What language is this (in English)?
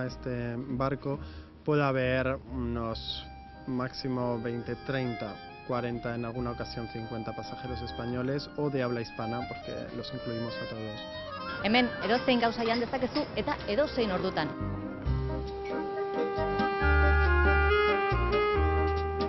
Basque